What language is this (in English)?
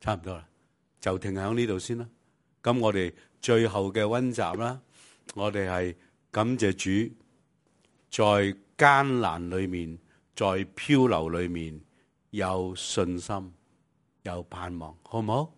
Cantonese